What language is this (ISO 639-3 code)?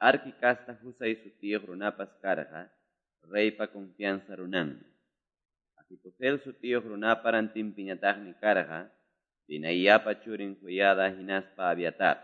que